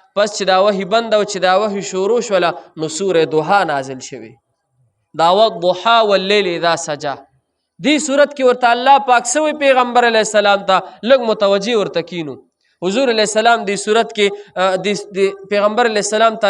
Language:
Pashto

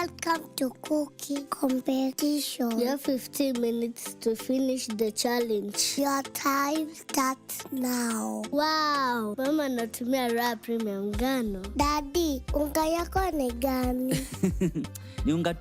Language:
Meru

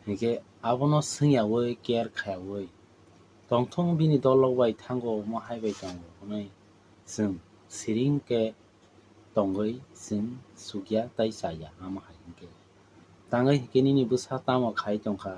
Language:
Kok Borok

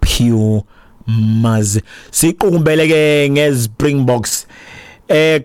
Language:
Xhosa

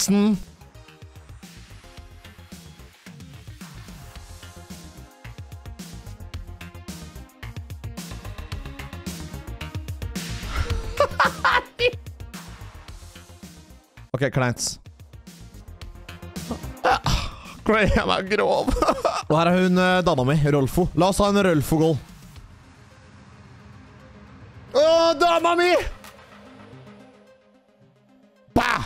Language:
Norwegian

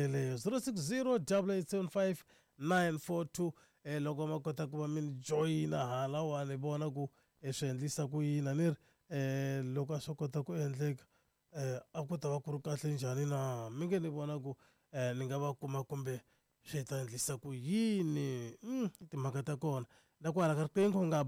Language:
Tsonga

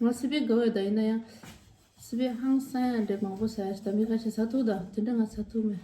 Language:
Tibetan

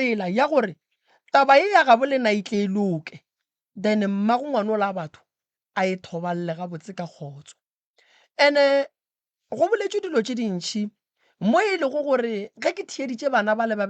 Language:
Northern Sotho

